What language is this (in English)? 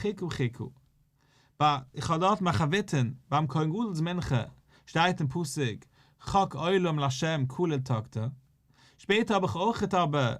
Yiddish